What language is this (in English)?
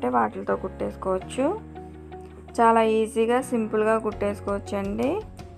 Telugu